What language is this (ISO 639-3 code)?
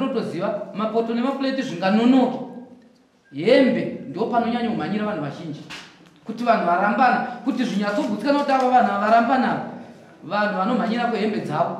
sna